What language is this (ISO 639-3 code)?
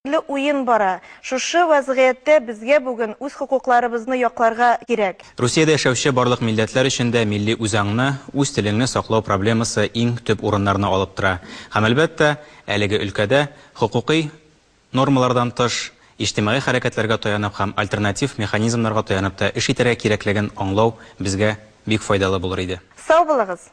bak